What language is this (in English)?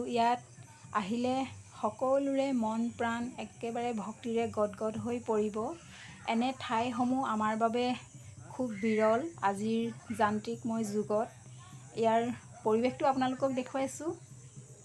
Assamese